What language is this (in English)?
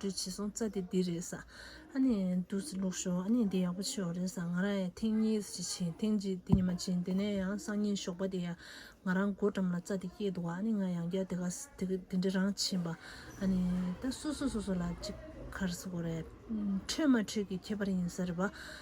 Tibetan